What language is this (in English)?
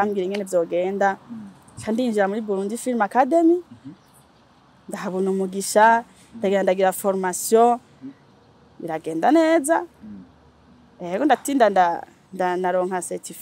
Rundi